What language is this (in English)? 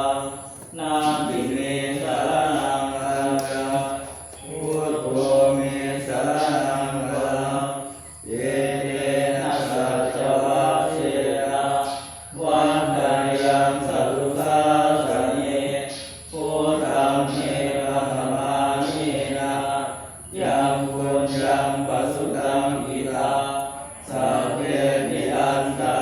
Pali